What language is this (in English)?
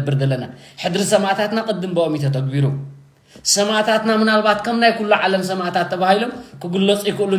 Tigrinya